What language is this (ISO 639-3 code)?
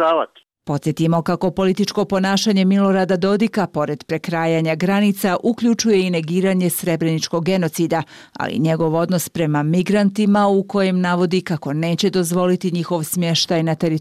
bos